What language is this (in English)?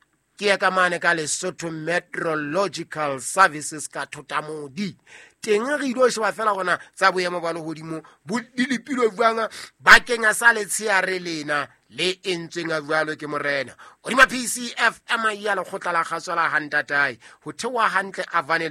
Southern Sotho